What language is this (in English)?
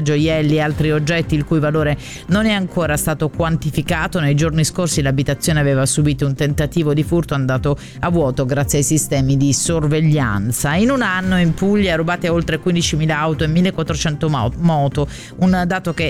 Italian